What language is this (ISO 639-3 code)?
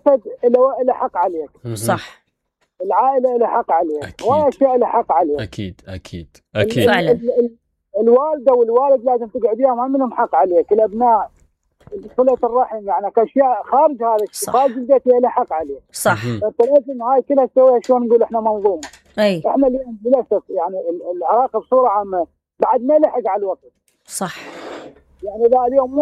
acm